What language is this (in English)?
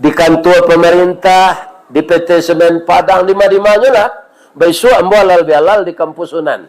Minangkabau